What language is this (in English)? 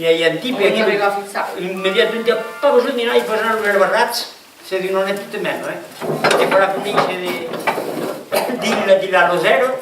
Occitan